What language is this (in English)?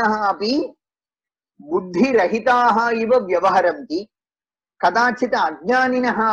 Sanskrit